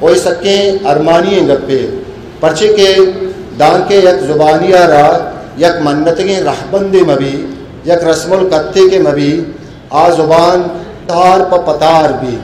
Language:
Eastern Balochi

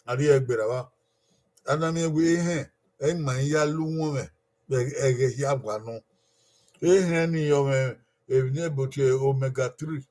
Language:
Bini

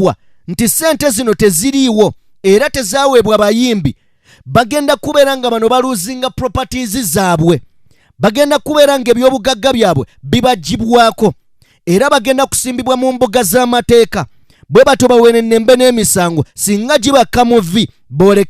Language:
Ganda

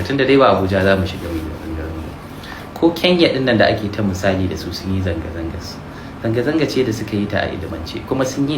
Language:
Hausa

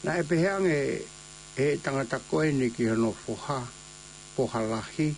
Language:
Tongan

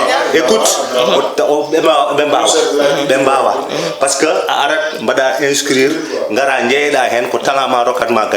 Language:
Fula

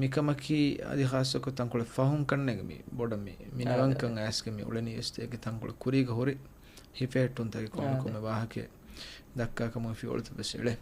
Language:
Divehi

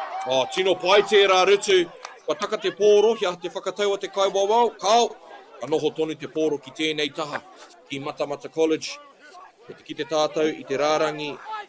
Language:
Māori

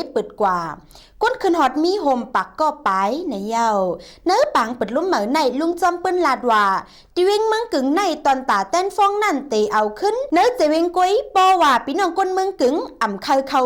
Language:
Shan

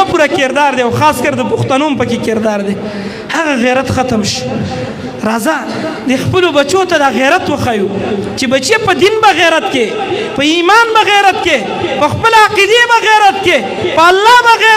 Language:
Pashto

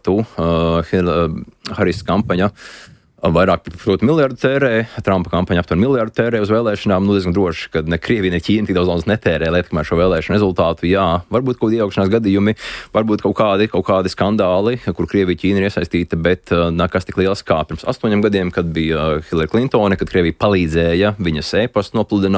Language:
Latvian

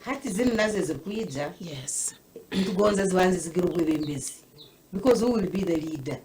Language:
Nyankole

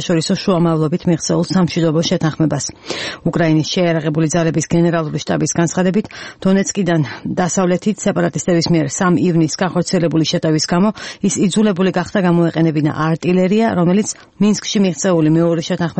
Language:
Georgian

